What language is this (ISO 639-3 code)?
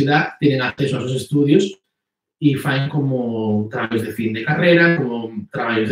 ast